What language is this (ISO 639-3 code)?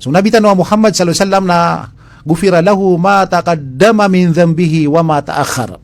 mrw